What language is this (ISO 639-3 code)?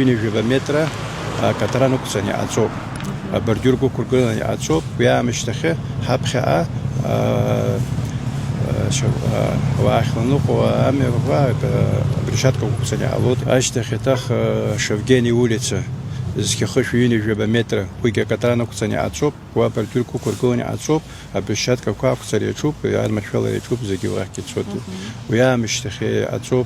abk